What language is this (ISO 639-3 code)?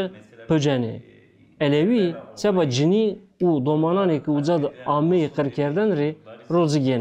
zza